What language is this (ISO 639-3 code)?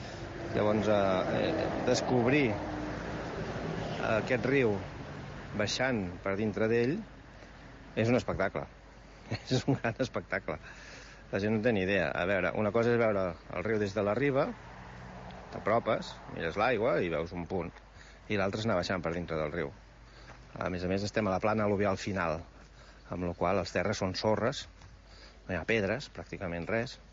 cat